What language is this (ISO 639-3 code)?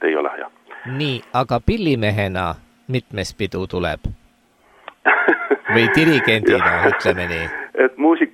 est